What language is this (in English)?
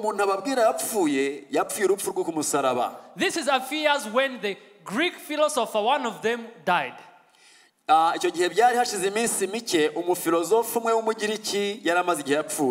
Kinyarwanda